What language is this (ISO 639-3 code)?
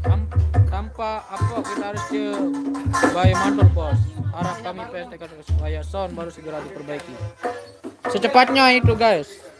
sas